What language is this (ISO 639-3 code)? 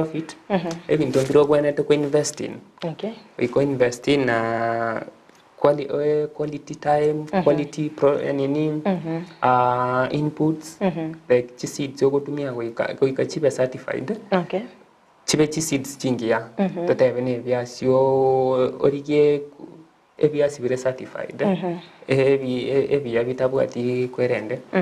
guz